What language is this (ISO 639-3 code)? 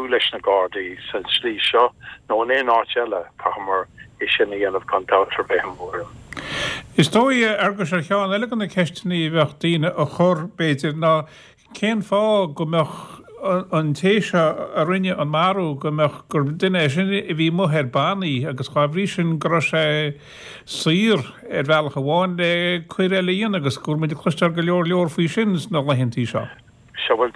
gle